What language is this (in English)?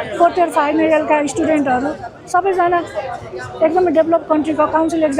Nepali